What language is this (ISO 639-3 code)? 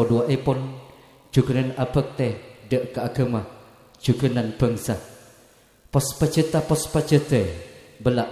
mad